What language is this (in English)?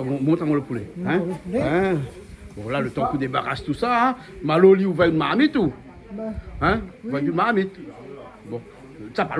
Réunion Creole French